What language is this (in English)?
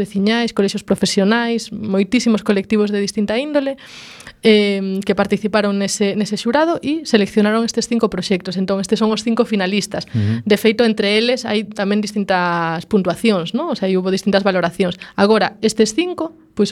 Galician